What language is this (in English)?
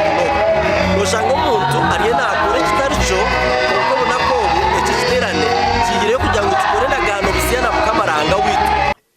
Nyankole